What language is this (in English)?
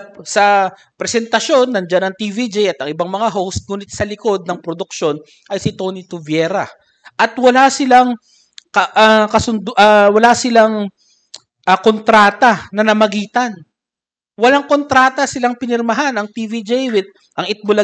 Filipino